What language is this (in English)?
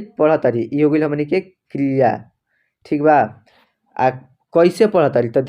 Bhojpuri